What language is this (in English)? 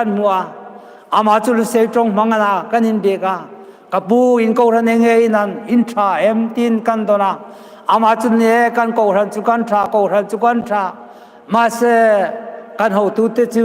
Hmar